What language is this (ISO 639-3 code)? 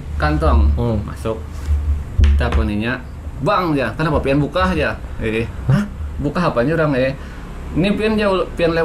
bjn